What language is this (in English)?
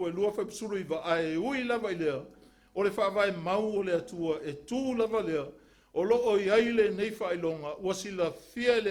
Samoan